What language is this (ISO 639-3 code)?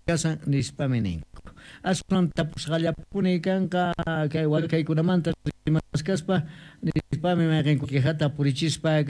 que